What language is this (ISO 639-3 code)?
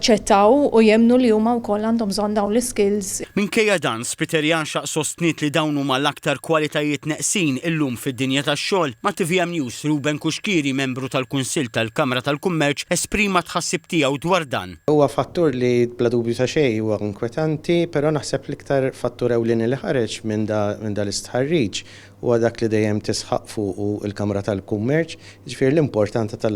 mlt